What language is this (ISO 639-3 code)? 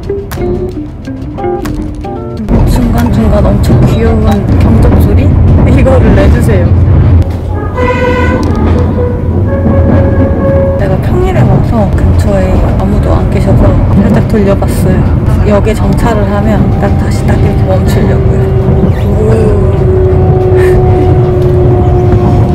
kor